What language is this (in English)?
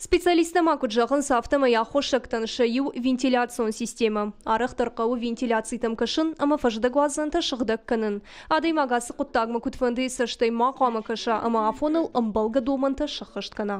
Ossetic